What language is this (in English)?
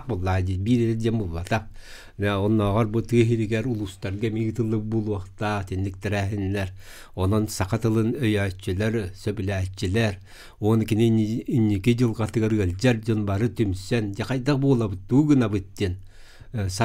Yakut